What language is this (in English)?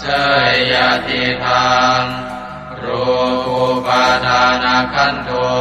Pali